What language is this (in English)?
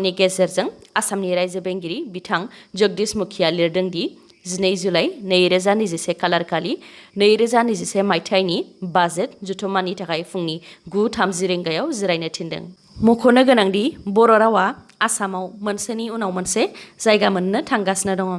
Bodo